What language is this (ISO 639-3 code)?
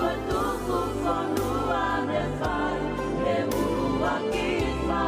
ton